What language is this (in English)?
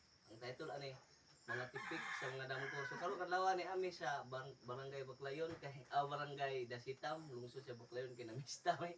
Cebuano